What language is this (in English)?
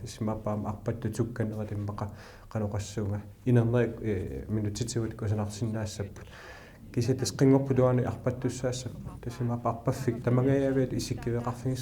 Kalaallisut